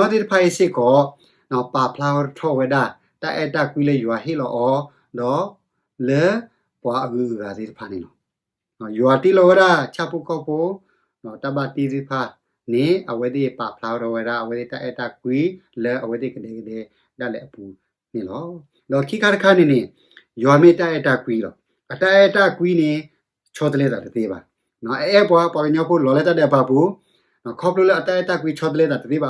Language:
S'gaw Karen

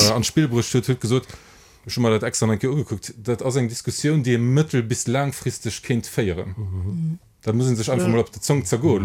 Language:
Luxembourgish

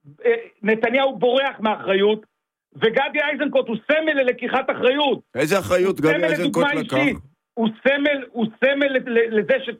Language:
Hebrew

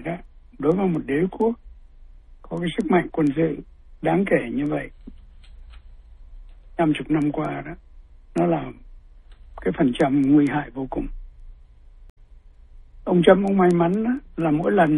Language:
Vietnamese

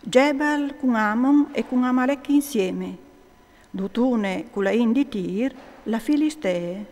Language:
Friulian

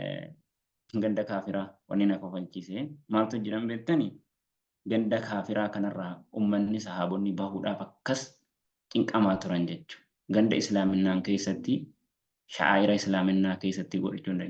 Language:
Oromo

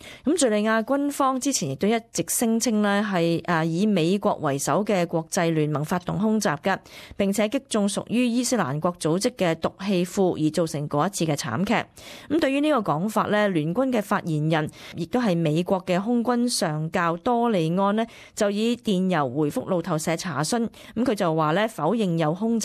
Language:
Cantonese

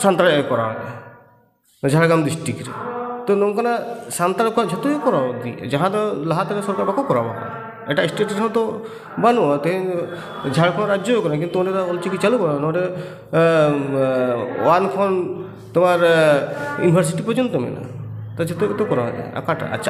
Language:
Santali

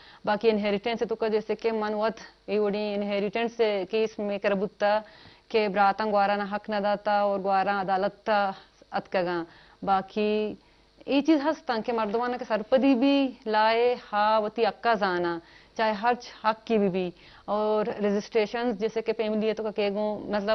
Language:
Eastern Balochi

